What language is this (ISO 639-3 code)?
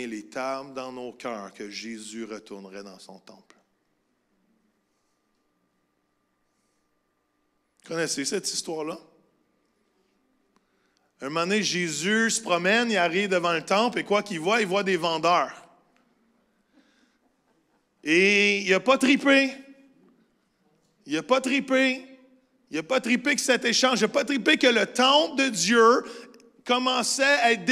fra